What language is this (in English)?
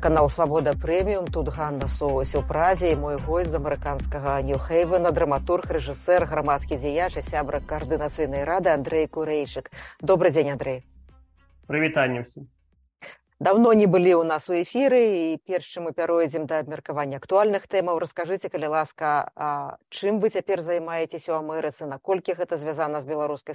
Belarusian